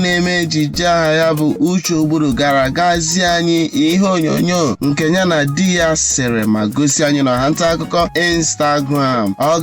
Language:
Igbo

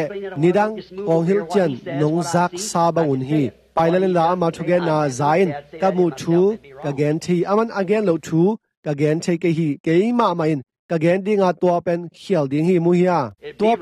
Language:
Tedim Chin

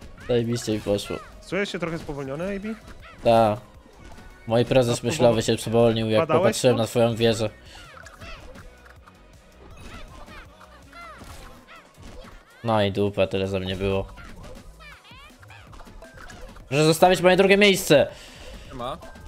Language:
Polish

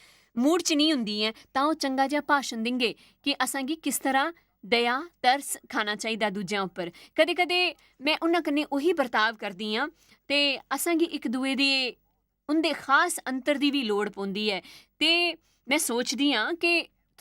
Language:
Dogri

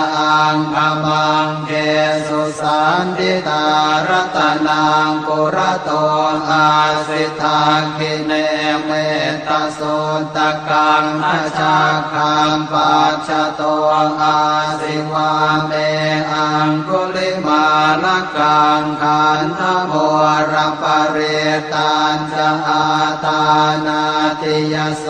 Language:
Pali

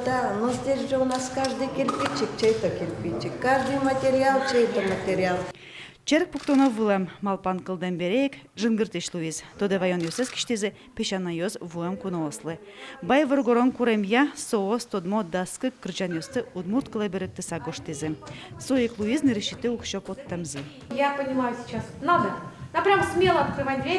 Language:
Udmurt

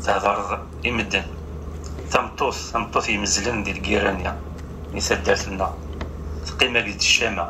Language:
Kabyle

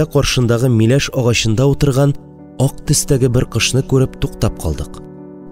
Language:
Tatar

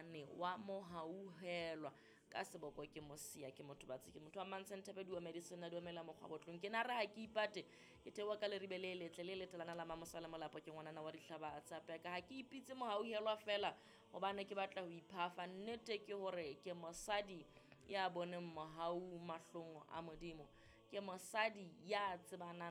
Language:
Southern Sotho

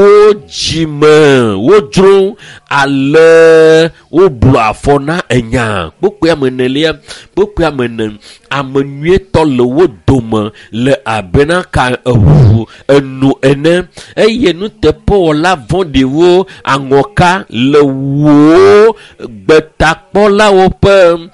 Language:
Ewe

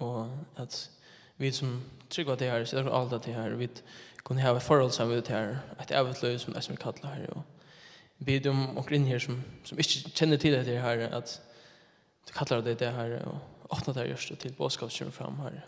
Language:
Faroese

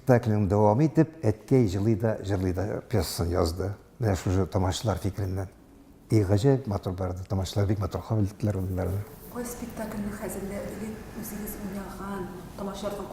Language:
Tatar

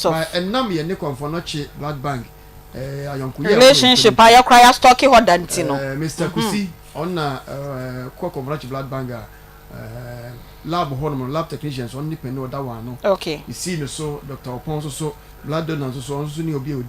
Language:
Akan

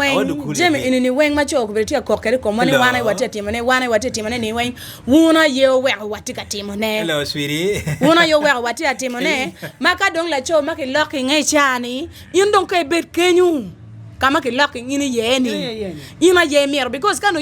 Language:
Acoli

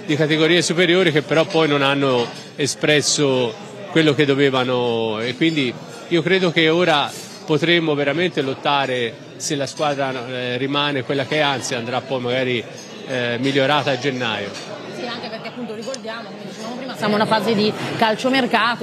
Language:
Italian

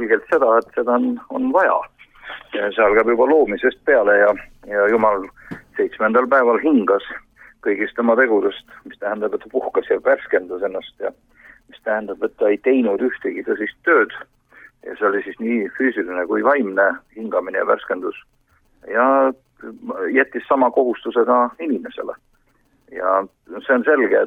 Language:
Estonian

